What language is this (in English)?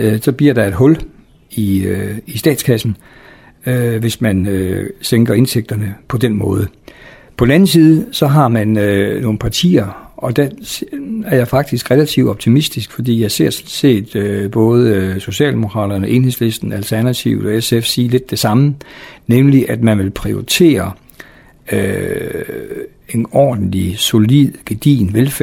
Danish